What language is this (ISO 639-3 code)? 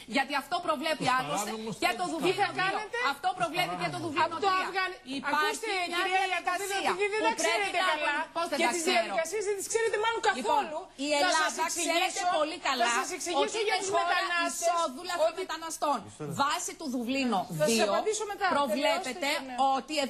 ell